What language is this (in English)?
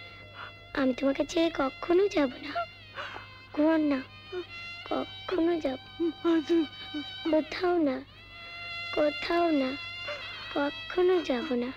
Bangla